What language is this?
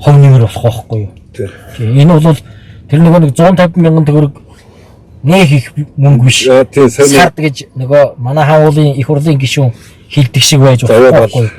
Mongolian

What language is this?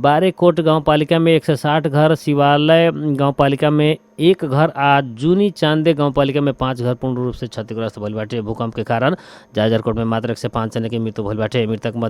Bhojpuri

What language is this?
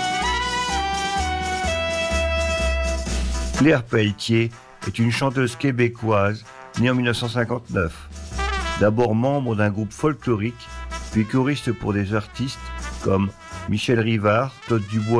French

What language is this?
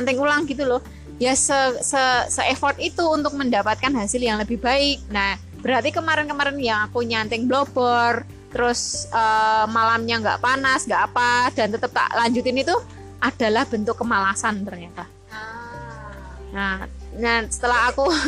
Indonesian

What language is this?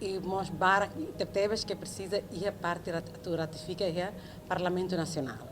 Tetum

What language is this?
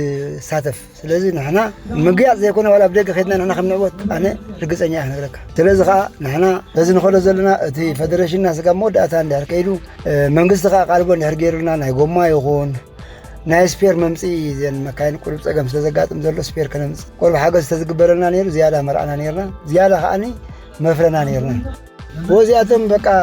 Tigrinya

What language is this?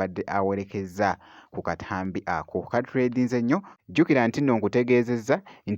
Ganda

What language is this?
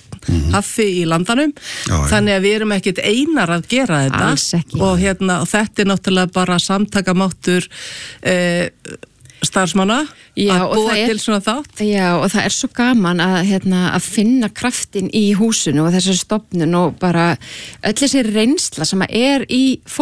Icelandic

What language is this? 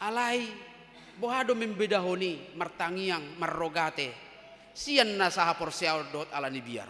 Batak Toba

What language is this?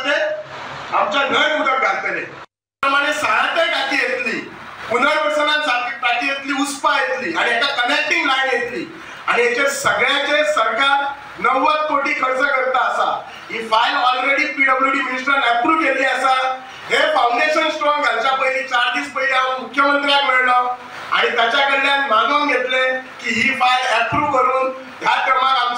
Konkani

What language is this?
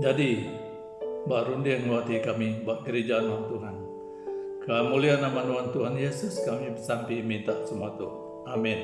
Iban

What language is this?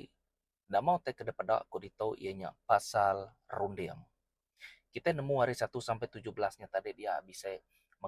Iban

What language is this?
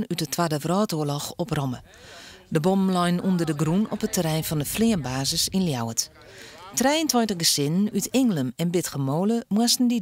Western Frisian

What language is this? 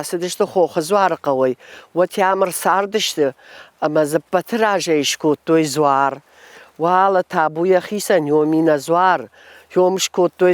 Ossetic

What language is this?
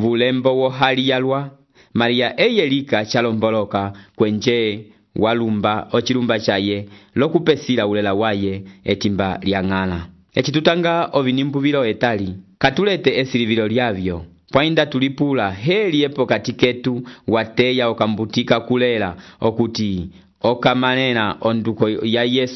Umbundu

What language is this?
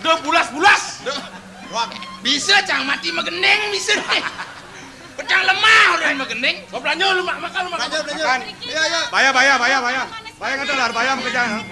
Balinese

